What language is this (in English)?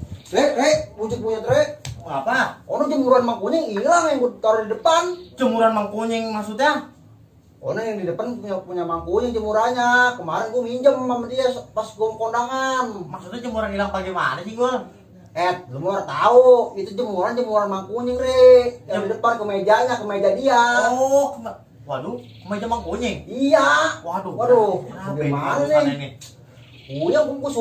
Betawi